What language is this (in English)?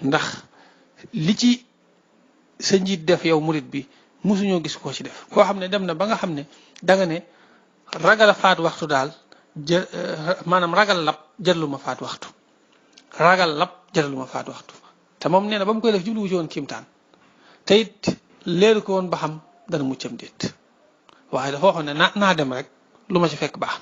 Wolof